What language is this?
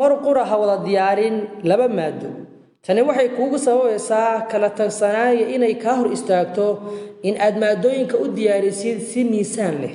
Somali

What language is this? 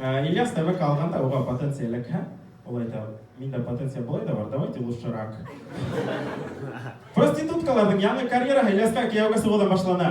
Bashkir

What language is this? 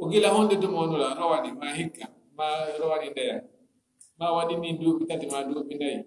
Fula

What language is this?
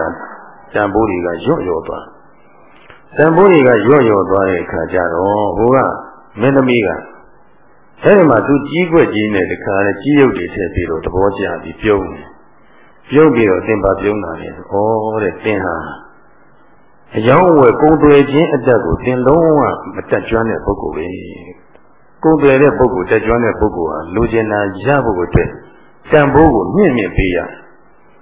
Burmese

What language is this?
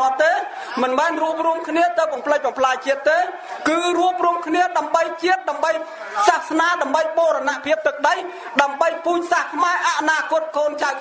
Khmer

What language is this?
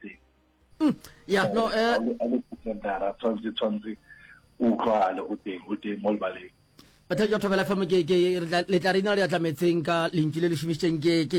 Northern Sotho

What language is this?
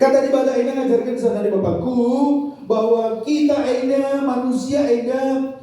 Batak Karo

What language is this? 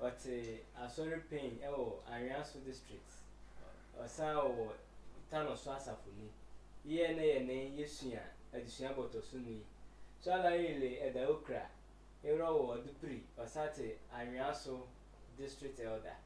Sehwi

